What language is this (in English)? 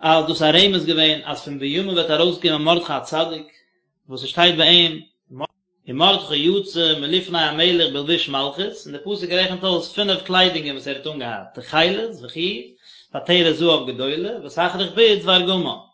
Yiddish